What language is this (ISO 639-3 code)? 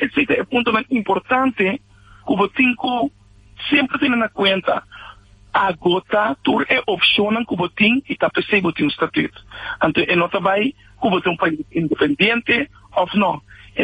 pap